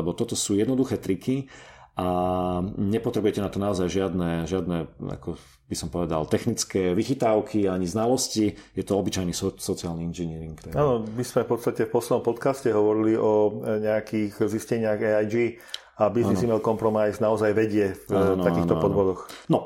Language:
Slovak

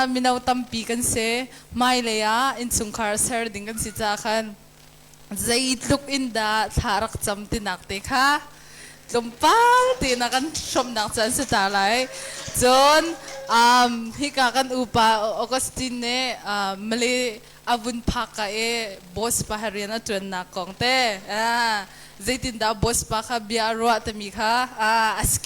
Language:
Hakha Chin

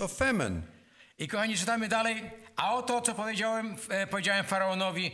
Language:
Polish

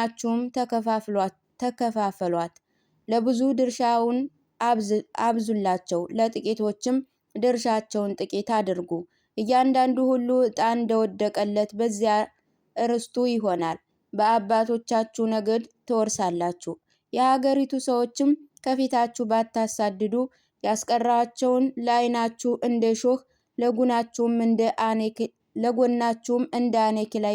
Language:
Amharic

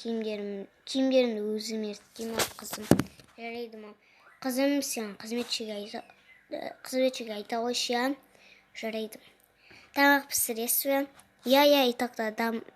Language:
Kazakh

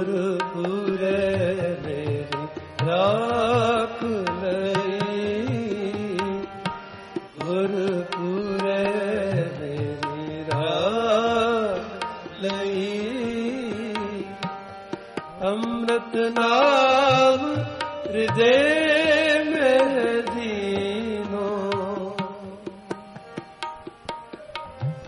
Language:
Punjabi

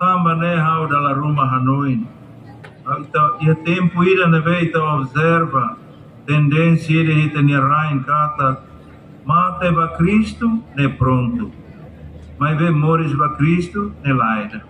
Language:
Tetum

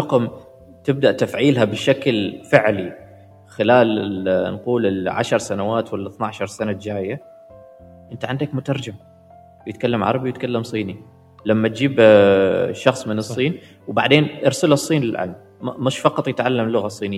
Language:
Gulf Arabic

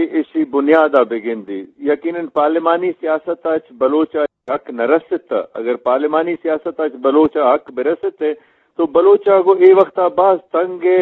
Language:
Eastern Balochi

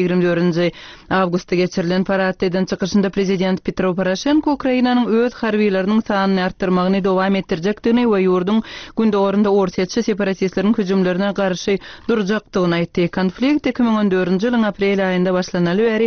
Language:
Turkmen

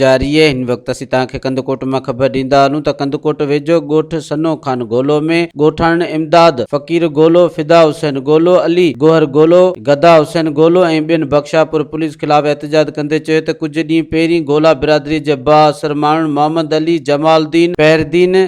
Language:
Sindhi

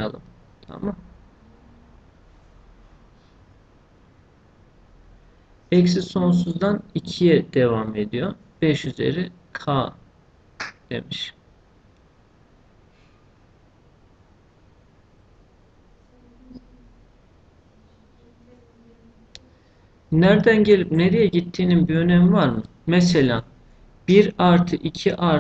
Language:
Turkish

